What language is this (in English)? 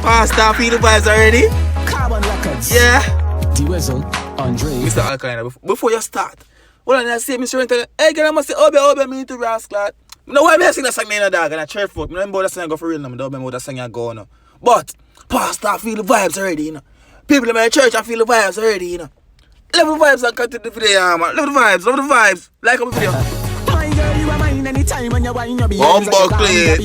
Jamaican Creole English